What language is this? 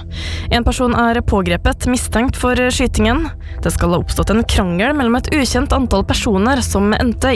Norwegian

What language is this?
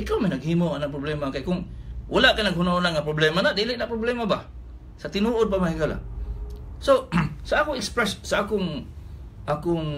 Cebuano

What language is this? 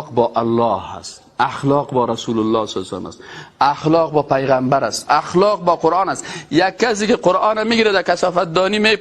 Persian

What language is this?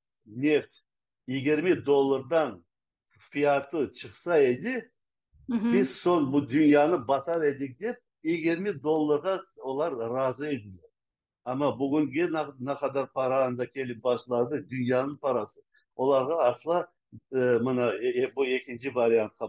Crimean Tatar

